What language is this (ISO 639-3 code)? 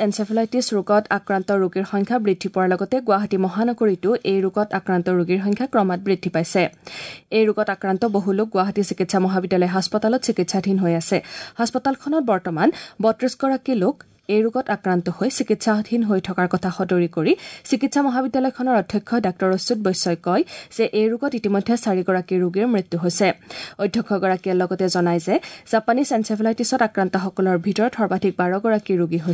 asm